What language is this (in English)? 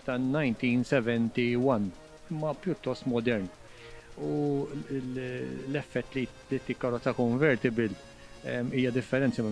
Maltese